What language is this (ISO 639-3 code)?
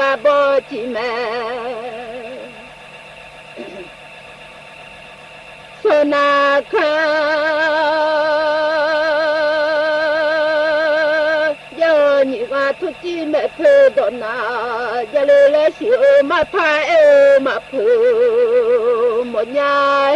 kor